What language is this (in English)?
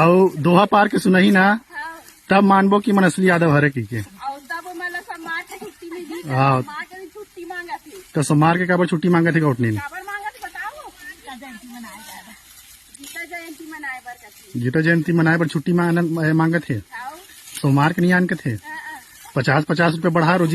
Chhattisgarhi